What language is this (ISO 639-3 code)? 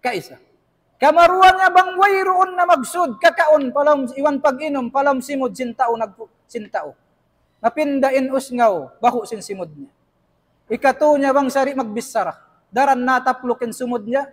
tsg